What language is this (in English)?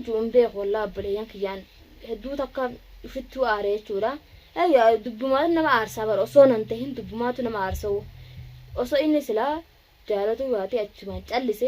Oromo